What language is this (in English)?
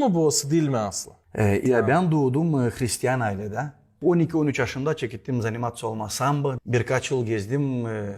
Gagauz